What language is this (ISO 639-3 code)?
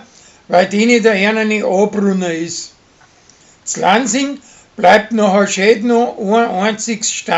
bar